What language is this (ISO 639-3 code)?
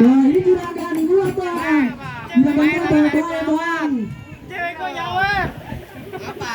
bew